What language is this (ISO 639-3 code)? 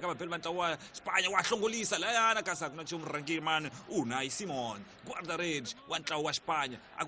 tso